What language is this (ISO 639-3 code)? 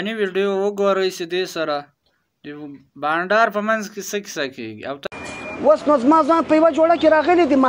pus